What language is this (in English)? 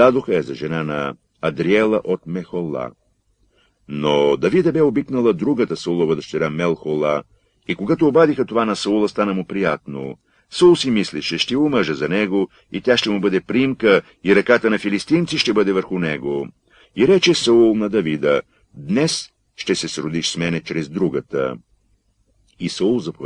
Bulgarian